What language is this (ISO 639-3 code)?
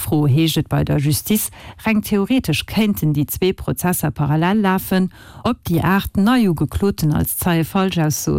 ltz